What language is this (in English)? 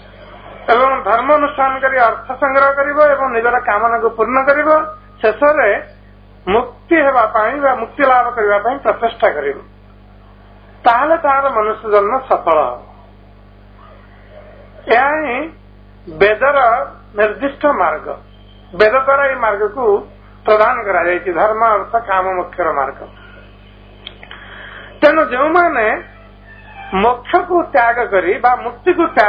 Odia